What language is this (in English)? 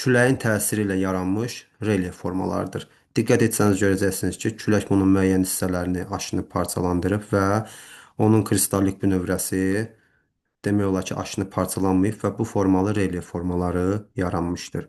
Azerbaijani